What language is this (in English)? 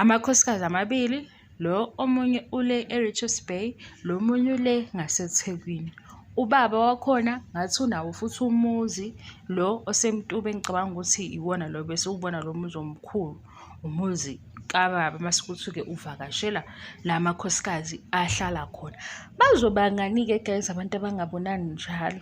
Zulu